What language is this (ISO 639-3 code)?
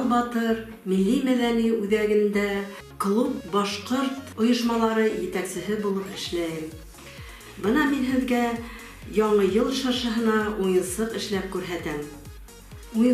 bak